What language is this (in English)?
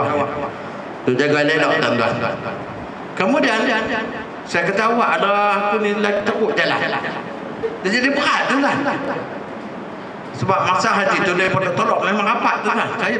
Malay